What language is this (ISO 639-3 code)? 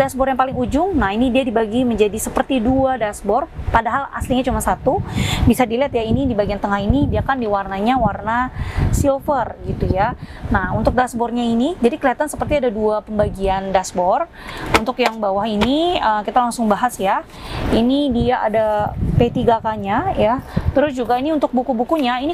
ind